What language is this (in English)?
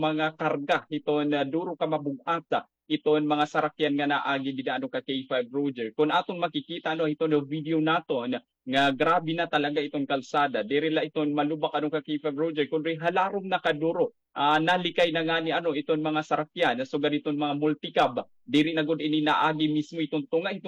Waray